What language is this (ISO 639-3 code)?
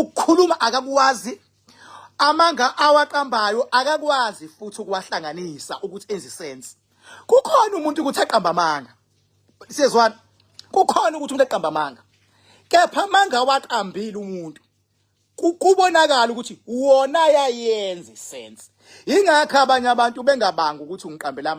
zul